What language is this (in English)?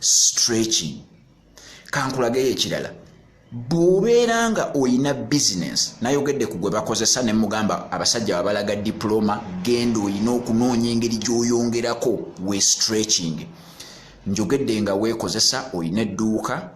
Ganda